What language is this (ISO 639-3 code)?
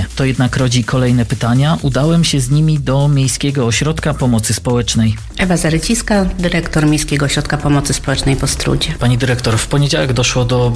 pol